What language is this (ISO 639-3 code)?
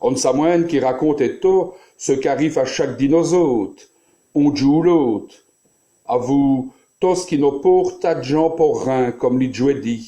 wln